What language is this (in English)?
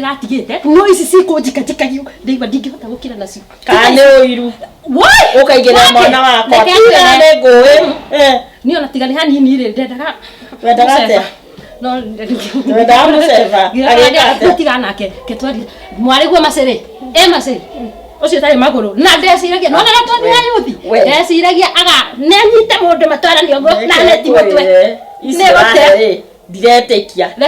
Kikuyu